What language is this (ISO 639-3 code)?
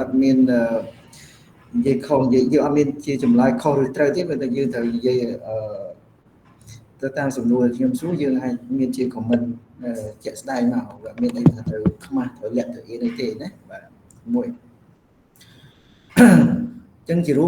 khm